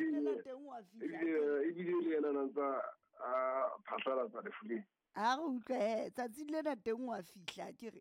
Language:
Southern Sotho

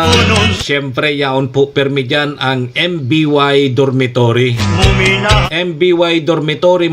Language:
Bikol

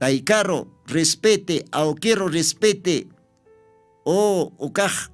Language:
Aymara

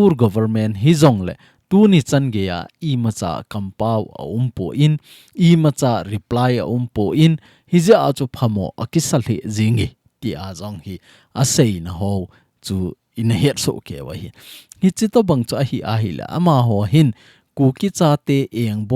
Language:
Thado Chin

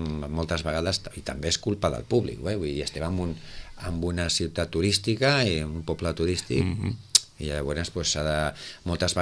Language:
Catalan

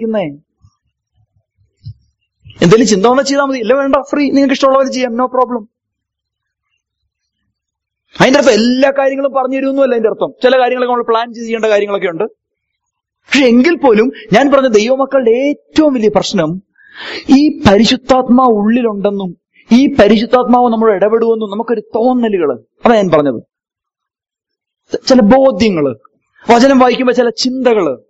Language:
Malayalam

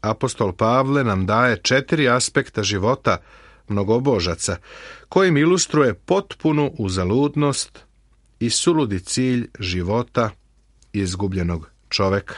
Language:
Serbian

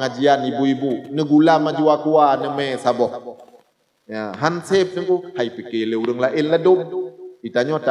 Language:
Achinese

